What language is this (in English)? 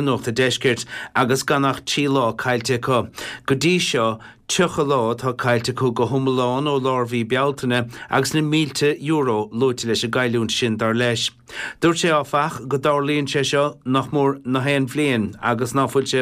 Irish